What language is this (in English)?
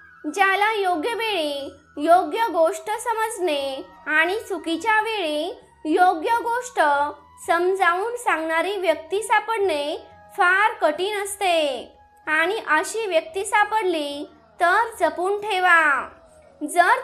Marathi